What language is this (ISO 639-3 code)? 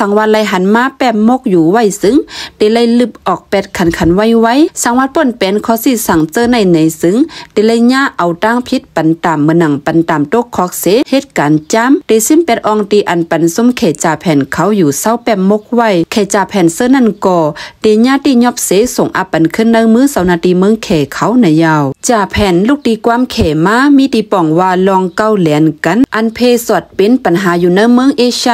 shn